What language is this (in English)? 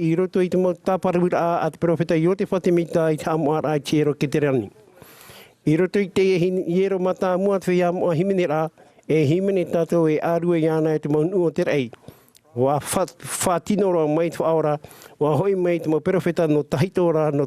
Tahitian